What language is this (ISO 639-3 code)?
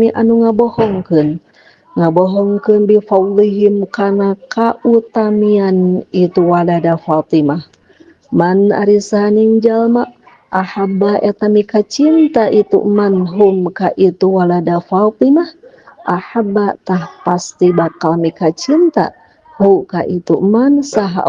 sun